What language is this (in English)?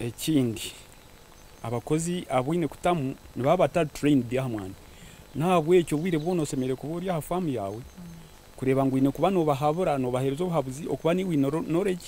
Nyankole